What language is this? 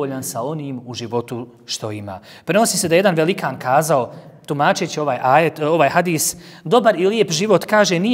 Bosnian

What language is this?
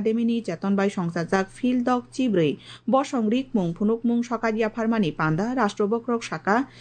Kok Borok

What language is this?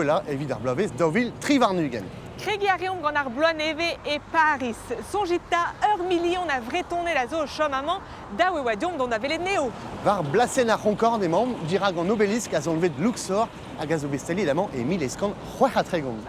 Breton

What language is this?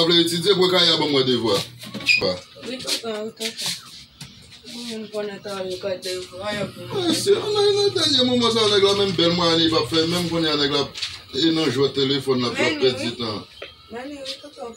Haitian Creole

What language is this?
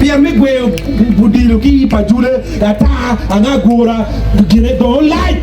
Acoli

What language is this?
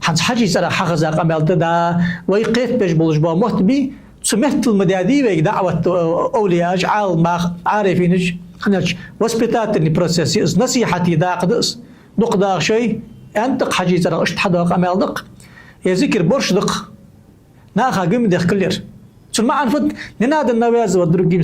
Ingush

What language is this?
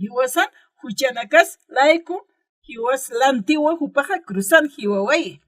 Aymara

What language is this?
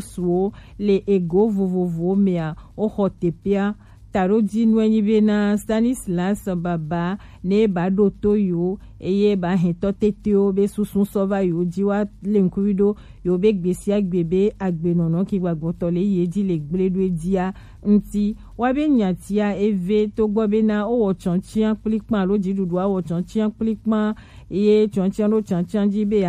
Gen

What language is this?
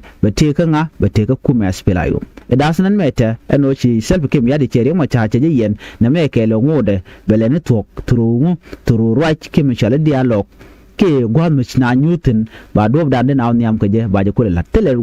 Nuer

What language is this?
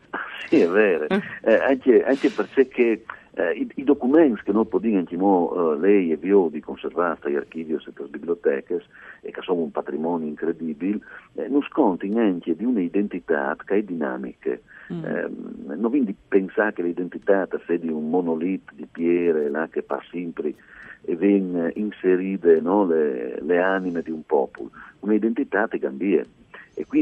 Friulian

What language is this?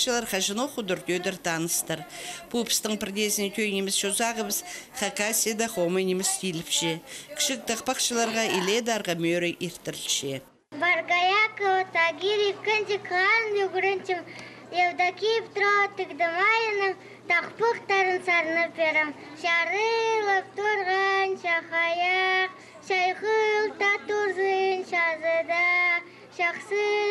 Khakas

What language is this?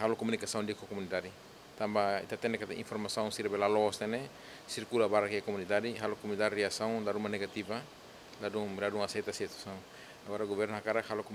Tetum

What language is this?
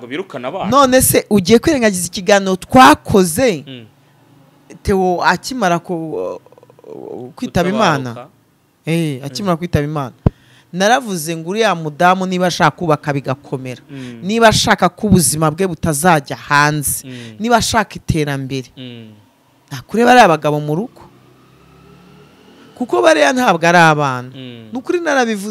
Kinyarwanda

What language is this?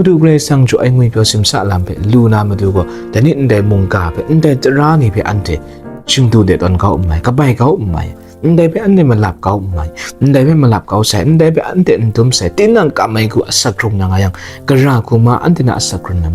Kachin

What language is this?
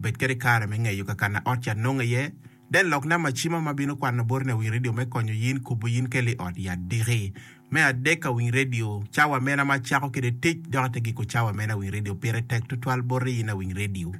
Acoli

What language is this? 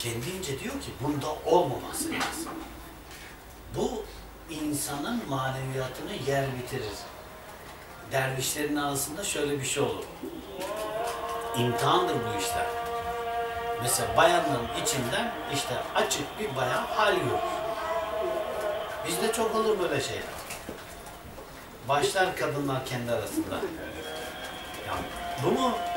Turkish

